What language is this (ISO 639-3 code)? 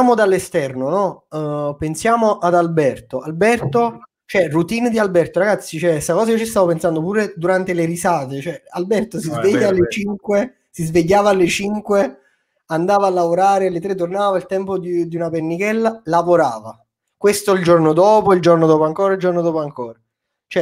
ita